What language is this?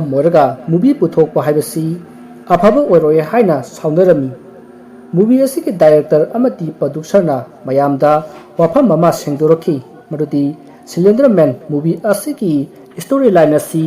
Manipuri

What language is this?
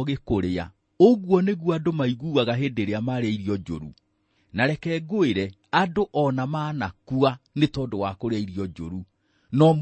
Kikuyu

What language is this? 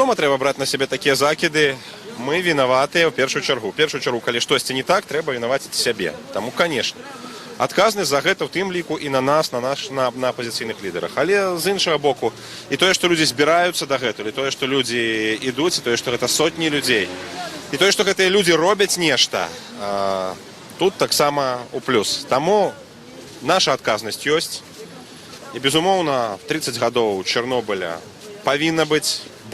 Belarusian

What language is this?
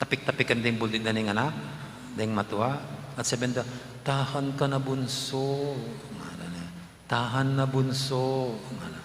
Pampanga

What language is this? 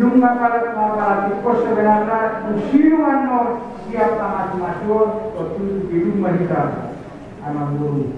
Batak Toba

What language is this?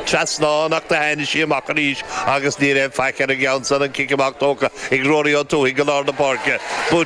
Irish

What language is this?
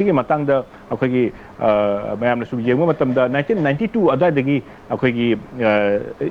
Manipuri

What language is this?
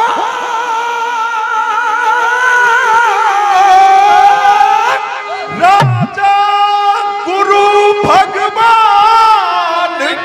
Hindi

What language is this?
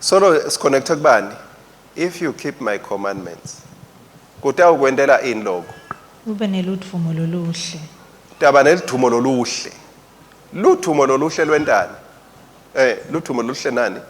Swati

